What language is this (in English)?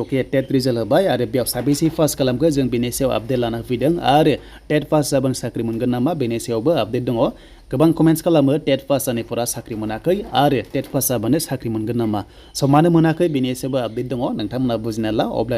Bodo